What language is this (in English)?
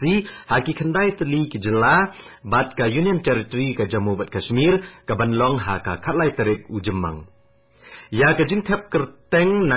Khasi